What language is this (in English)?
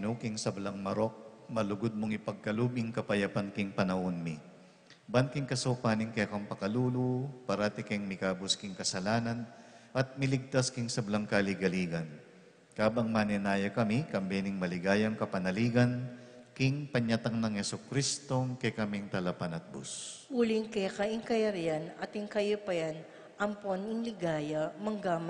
Pampanga